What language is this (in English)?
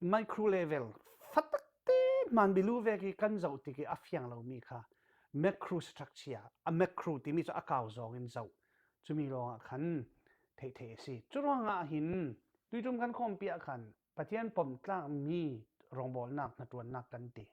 Falam Chin